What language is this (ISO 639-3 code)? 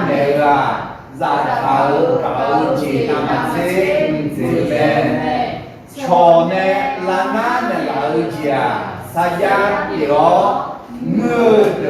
ahk